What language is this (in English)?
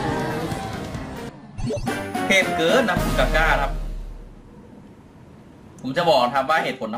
Thai